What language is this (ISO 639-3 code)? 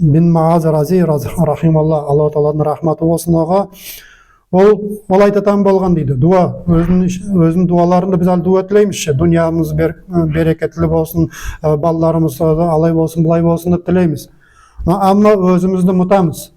nog